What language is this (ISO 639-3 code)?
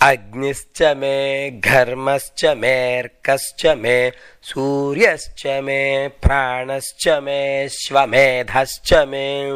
san